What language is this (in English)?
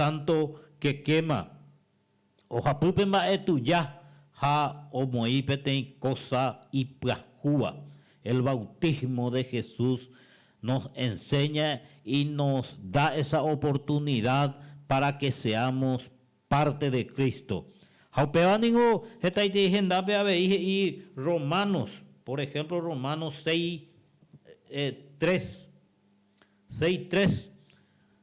Guarani